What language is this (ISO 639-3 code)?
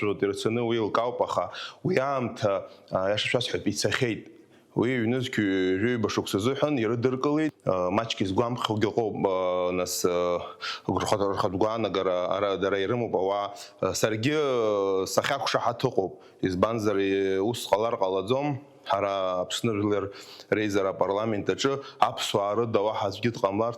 abk